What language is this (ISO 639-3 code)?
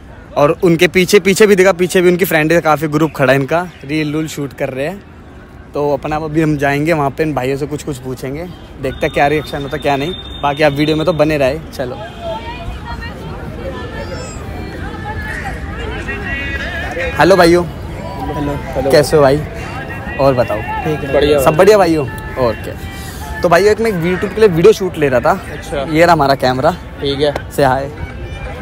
hin